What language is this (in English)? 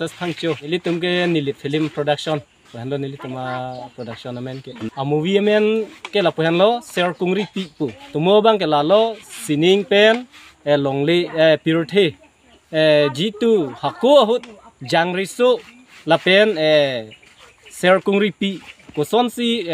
Karbi